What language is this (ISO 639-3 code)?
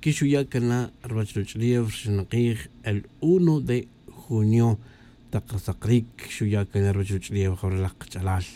tzj